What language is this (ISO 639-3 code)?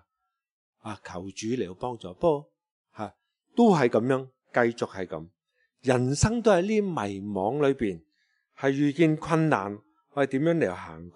yue